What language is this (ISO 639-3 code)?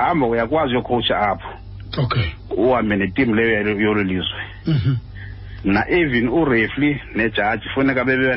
xho